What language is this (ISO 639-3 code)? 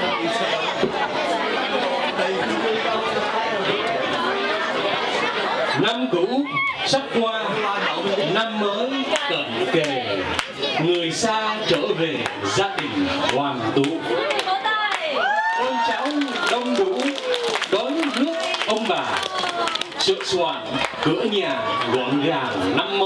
vie